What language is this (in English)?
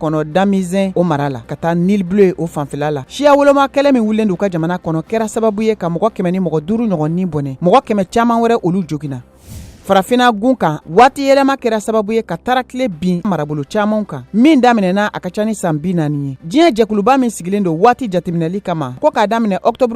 Bambara